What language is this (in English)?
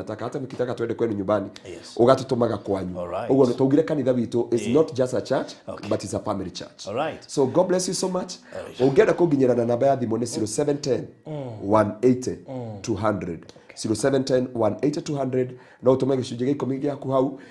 Kikuyu